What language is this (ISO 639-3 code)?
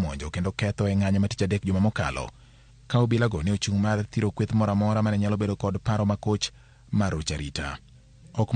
luo